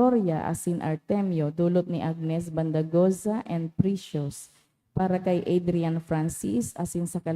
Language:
Bikol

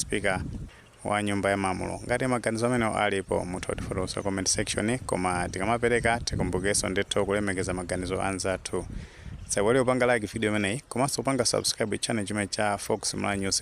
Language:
Nyanja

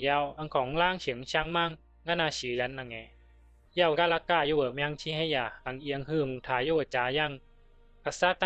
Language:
Bisu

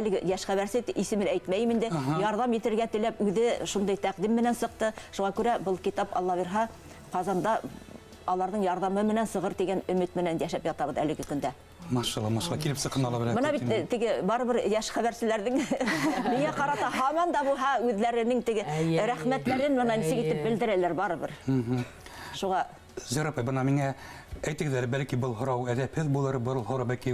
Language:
Bashkir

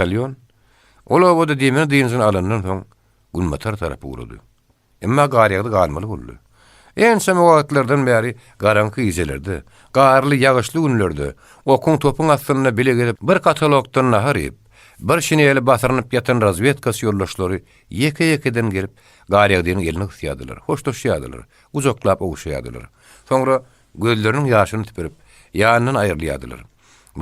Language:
Turkmen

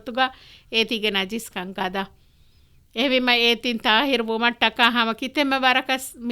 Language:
Divehi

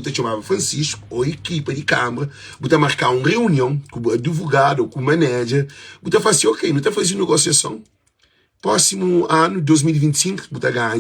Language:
Kabuverdianu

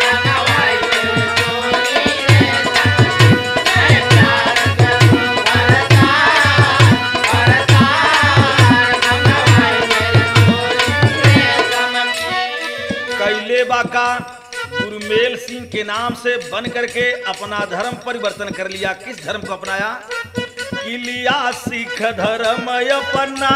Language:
Bhojpuri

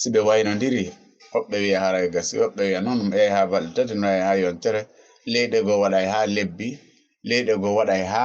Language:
Fula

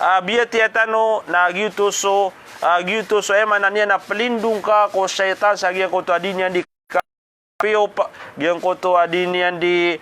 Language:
Maranao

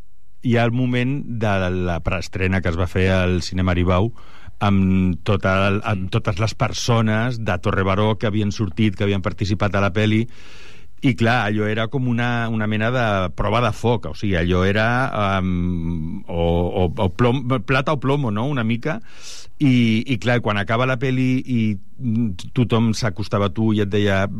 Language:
Catalan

